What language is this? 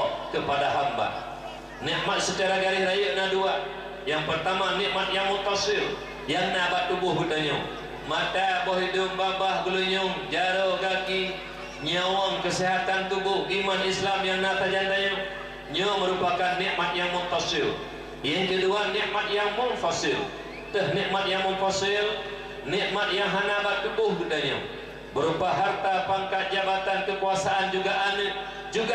Achinese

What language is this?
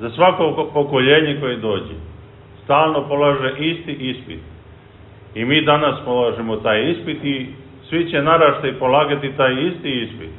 Serbian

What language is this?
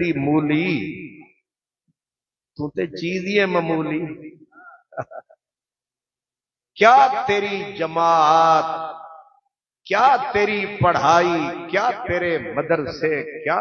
Urdu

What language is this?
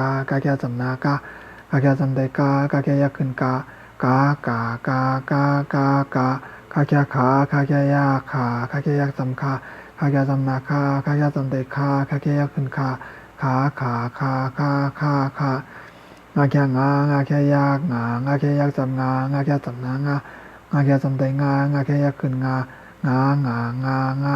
Shan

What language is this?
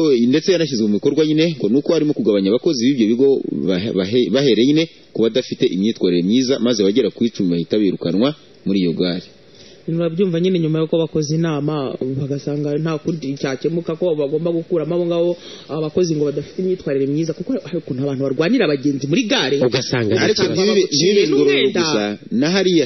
Kinyarwanda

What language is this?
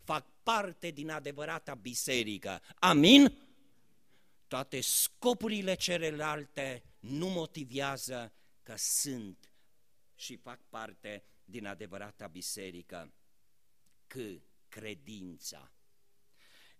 Romanian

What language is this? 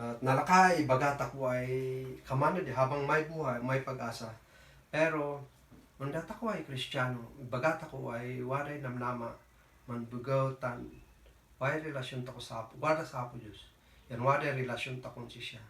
Kankanaey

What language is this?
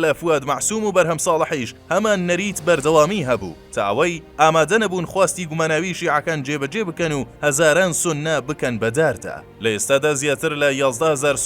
Central Kurdish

